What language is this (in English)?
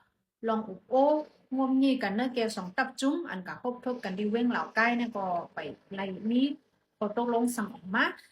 Shan